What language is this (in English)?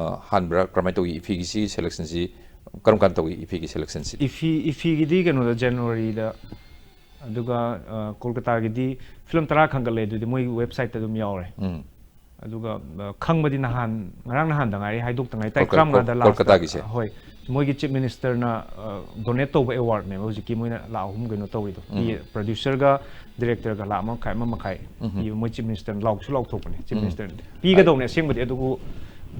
Manipuri